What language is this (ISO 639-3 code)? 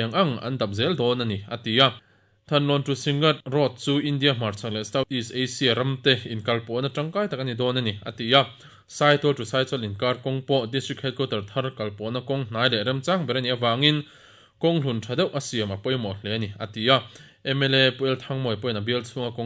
lus